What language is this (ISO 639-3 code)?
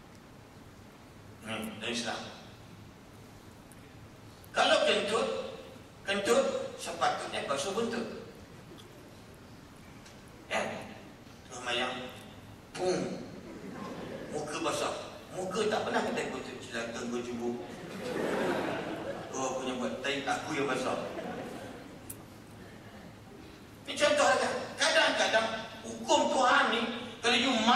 msa